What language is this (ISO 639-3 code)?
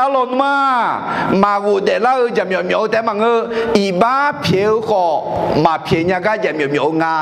ahk